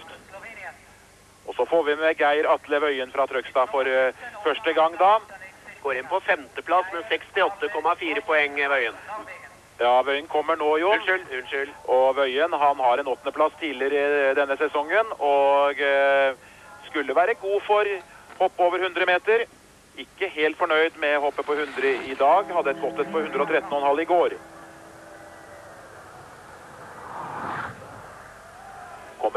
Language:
Norwegian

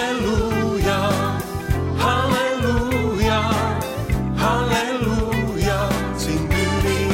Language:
Estonian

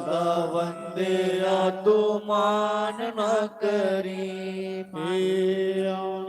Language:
Dogri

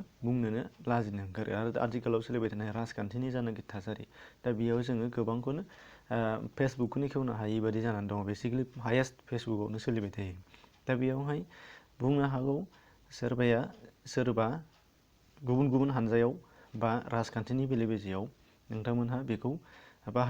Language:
Bodo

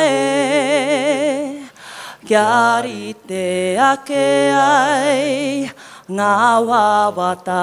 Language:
Māori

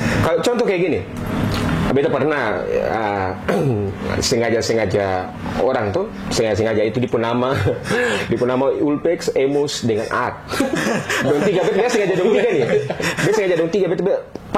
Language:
Ambonese Malay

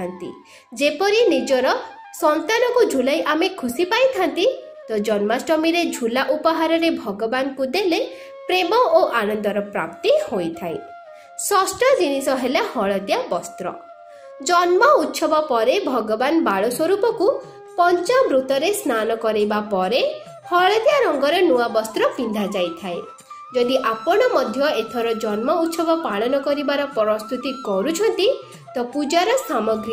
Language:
Odia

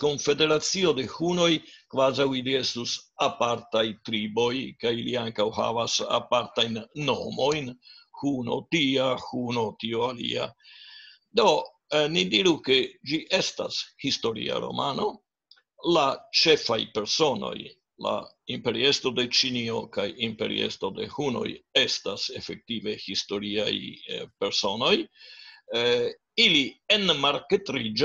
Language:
Esperanto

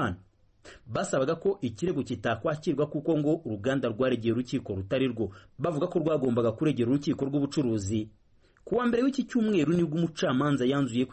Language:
Kinyarwanda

